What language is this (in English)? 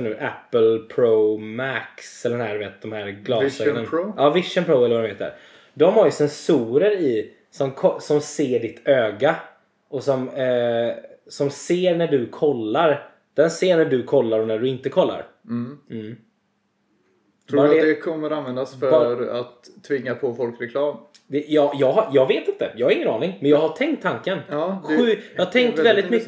Swedish